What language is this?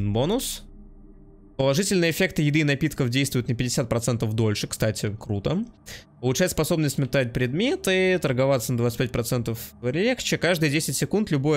Russian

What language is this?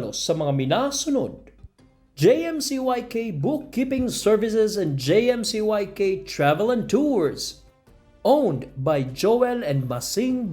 Bikol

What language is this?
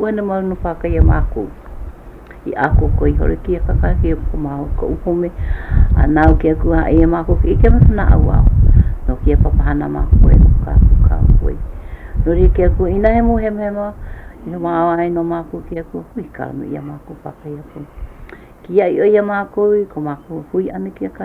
Hawaiian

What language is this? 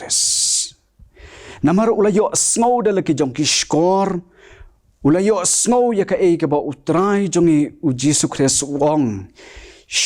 Khasi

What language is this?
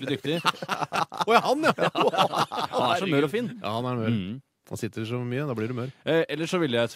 Norwegian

